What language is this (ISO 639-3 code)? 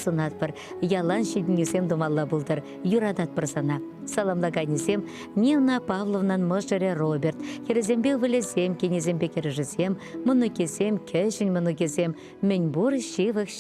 chv